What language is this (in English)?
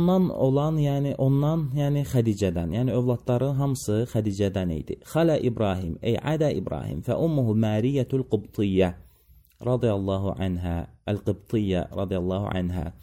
Azerbaijani